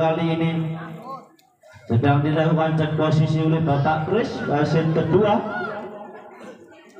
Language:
Indonesian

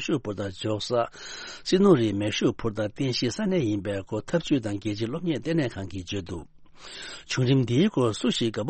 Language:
Tibetan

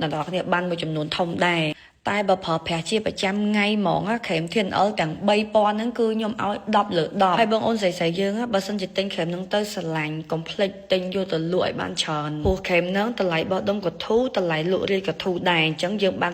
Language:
Khmer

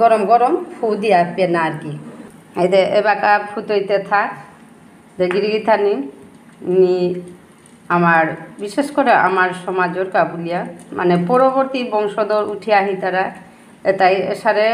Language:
Bishnupriya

